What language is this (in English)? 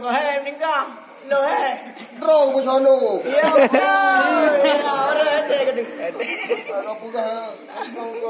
Achinese